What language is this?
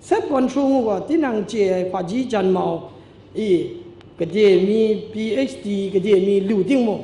Kachin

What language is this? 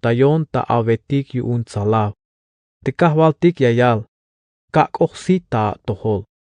Tzeltal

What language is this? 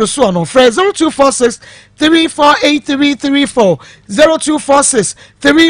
Akan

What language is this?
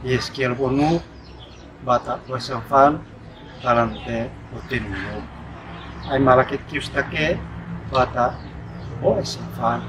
Uab Meto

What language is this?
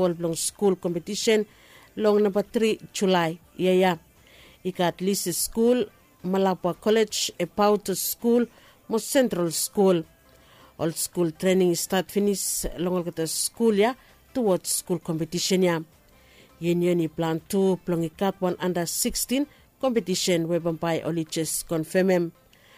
Bislama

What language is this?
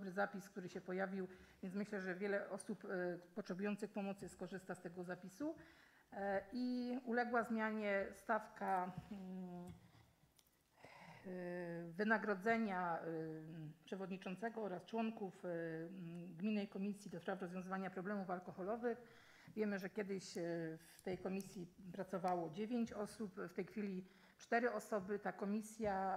Polish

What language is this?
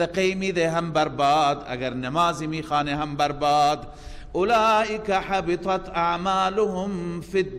Persian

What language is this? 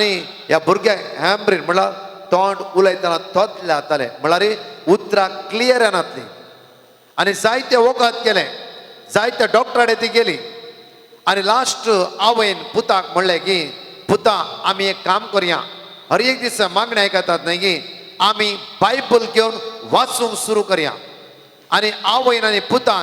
Konkani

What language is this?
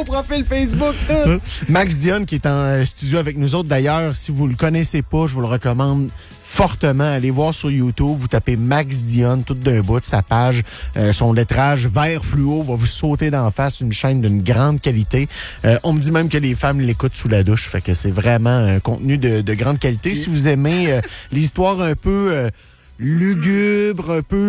French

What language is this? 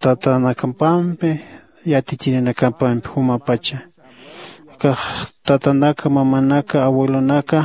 Aymara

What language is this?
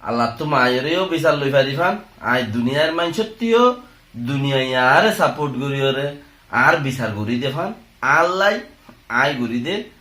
Rohingya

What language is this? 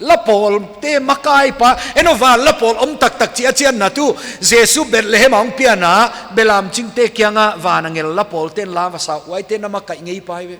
Paite Chin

